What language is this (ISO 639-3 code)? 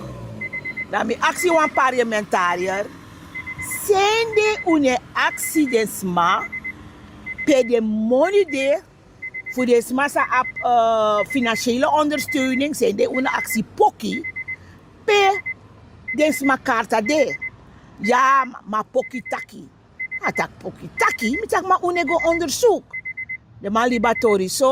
srn